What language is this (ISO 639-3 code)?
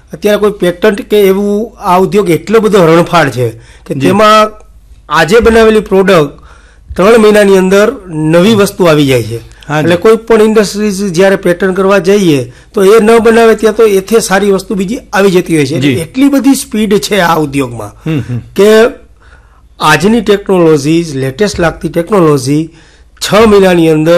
guj